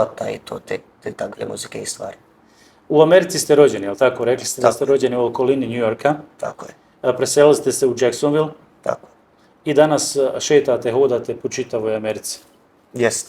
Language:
Bosnian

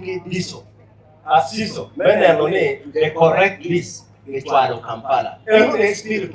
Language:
Acoli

